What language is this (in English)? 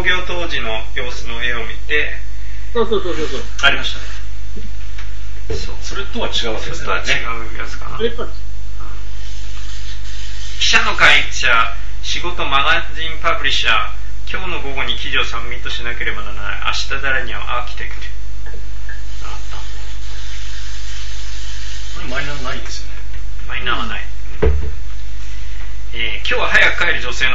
Japanese